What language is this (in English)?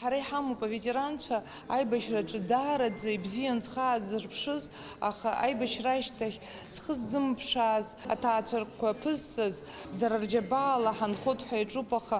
Abkhazian